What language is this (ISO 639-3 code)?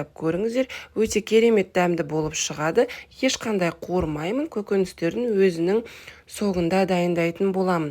kaz